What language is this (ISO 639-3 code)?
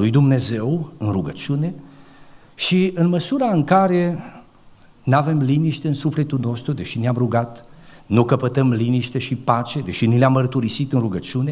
ron